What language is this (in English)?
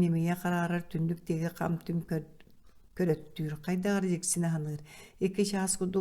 Yakut